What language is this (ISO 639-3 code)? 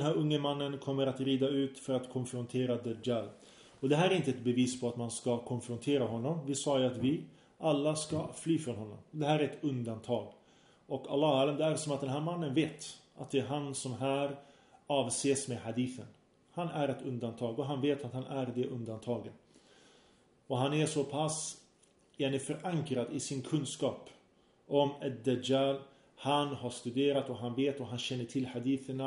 swe